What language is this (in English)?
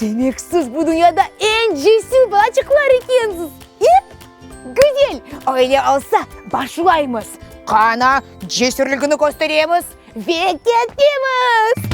Crimean Tatar